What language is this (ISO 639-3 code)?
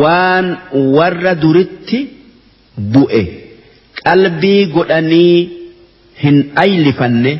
orm